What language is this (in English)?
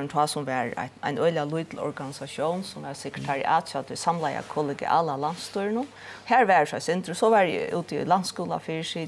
Faroese